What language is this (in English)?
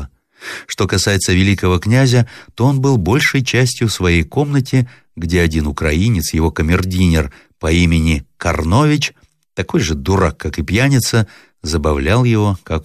Russian